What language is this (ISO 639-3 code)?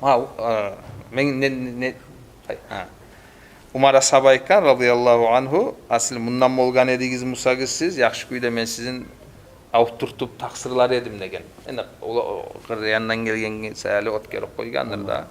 kum